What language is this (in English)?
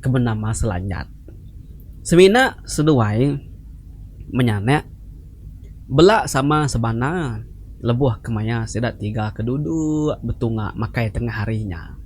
Iban